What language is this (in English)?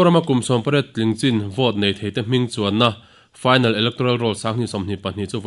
Mizo